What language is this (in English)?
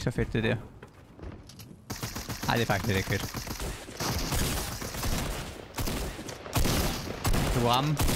Danish